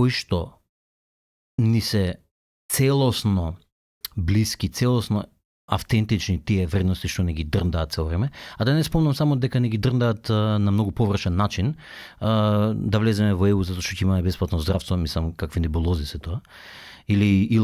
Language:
Macedonian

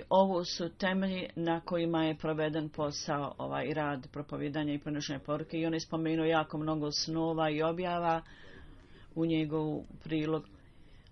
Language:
Bosnian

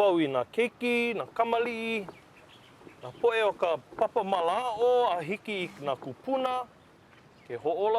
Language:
Hawaiian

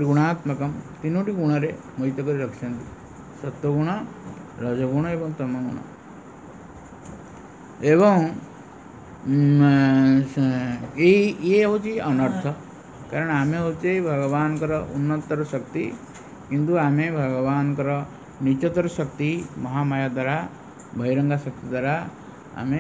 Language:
Odia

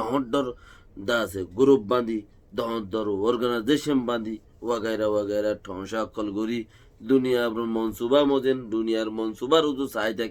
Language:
Rohingya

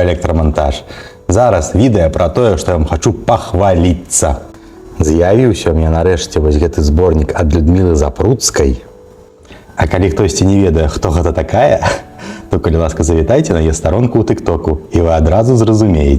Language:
Belarusian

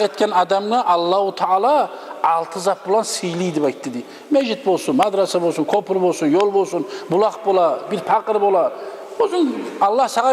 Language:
Kumyk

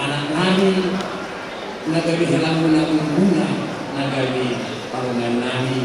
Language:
Batak Toba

